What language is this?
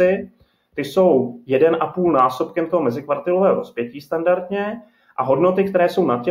Czech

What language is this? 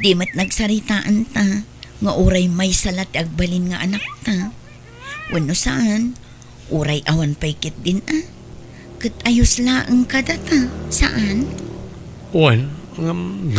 Iloko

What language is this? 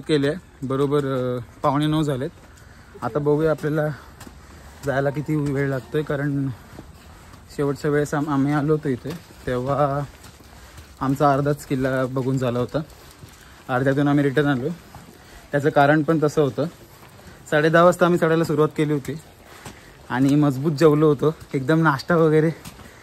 Marathi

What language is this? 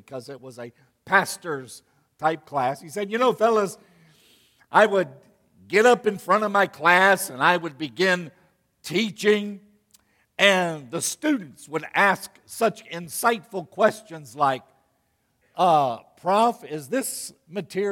English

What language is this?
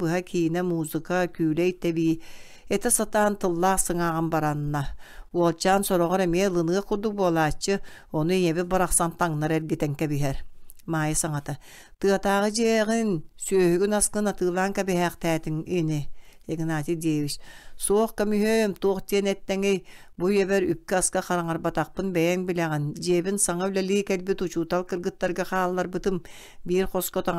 Yakut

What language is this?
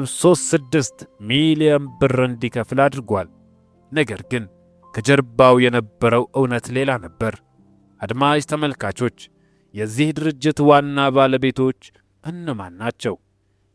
Amharic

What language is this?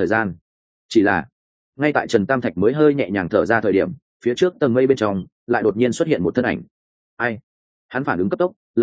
Vietnamese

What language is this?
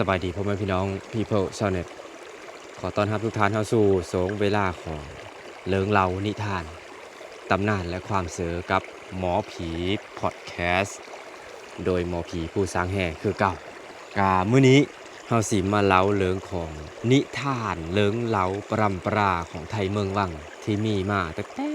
Lao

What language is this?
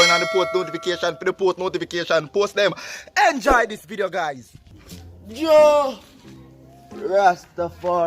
Jamaican Creole English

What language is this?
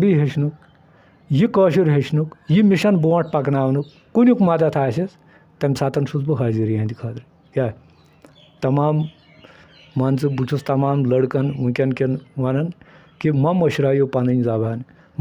Kashmiri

